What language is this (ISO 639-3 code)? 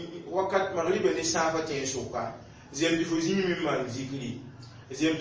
mos